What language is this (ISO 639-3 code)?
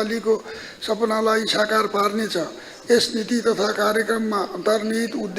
nep